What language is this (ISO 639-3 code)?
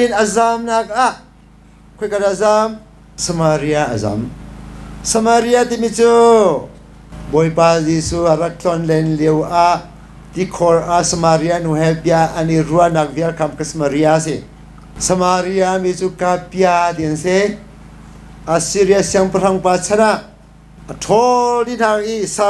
cnh